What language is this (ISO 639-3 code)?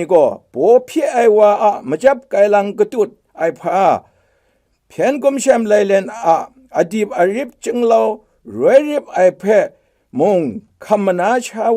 kac